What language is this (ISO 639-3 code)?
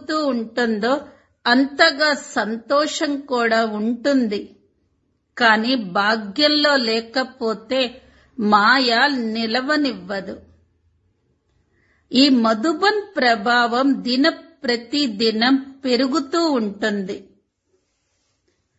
tel